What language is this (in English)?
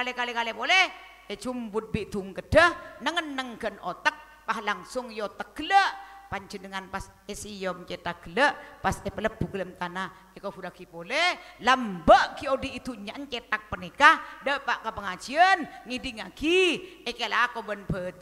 Madurese